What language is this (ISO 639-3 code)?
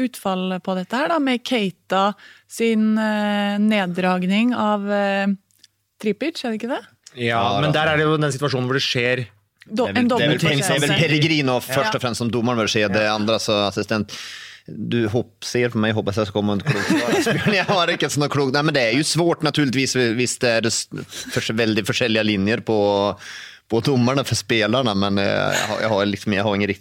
nor